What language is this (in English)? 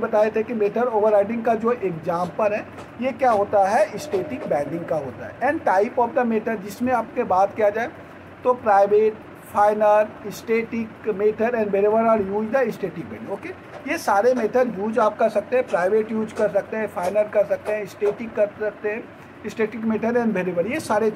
Hindi